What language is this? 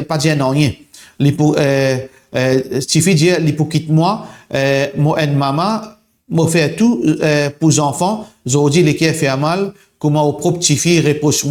Morisyen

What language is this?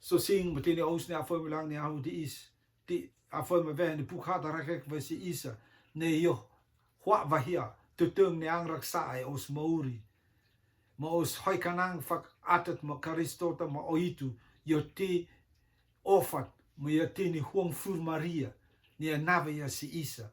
Rotuman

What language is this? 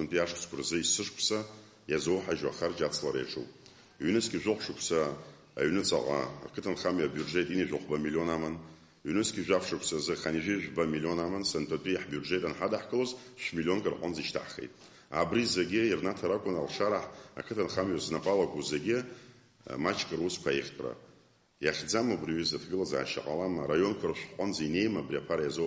Abkhazian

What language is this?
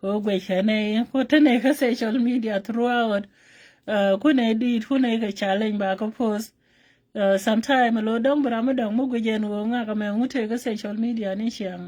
Nuer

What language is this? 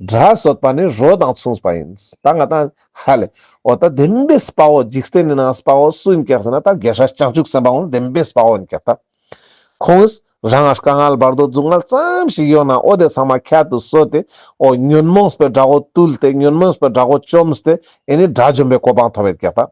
Ladakhi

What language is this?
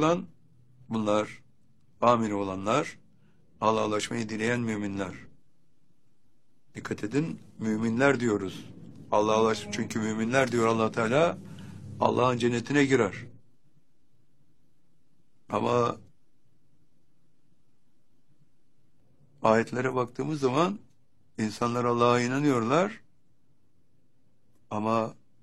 Turkish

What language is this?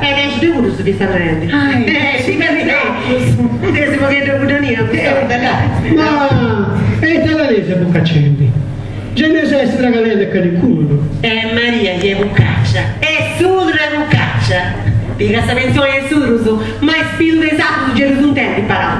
Sardinian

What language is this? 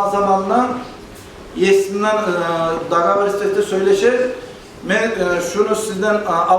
Kumyk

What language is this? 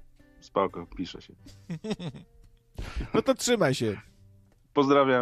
Polish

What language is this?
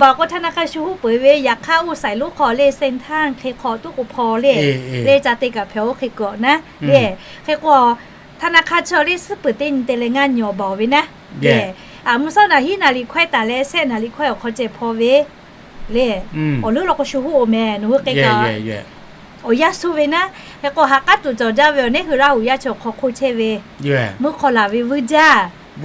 Lahu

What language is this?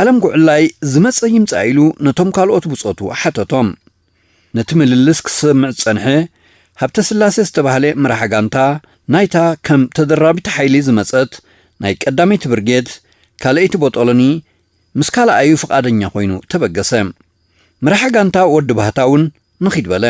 Tigrinya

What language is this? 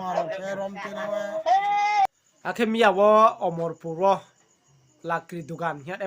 Riang (India)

